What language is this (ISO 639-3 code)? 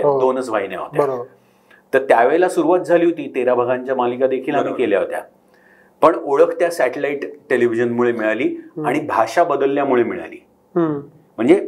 mar